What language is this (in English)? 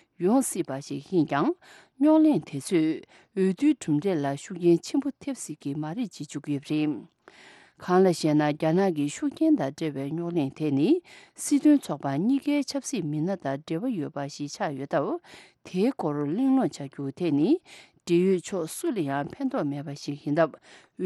Tibetan